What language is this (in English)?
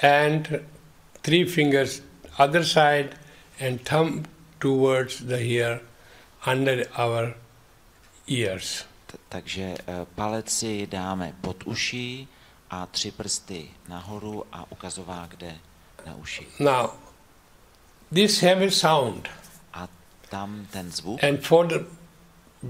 Czech